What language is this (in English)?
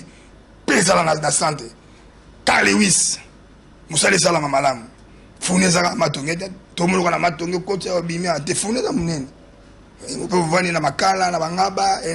Lingala